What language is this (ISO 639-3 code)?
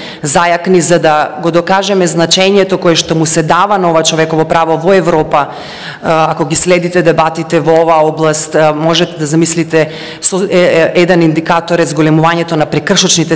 mkd